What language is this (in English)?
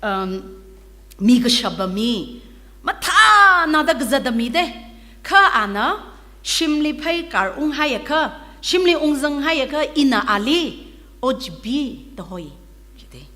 Tangkhul Naga (India)